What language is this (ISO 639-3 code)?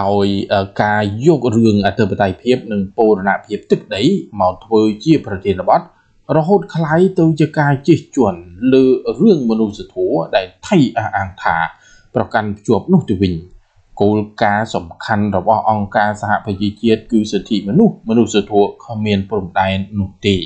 khm